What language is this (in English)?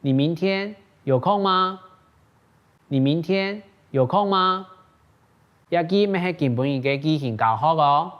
Hakka Chinese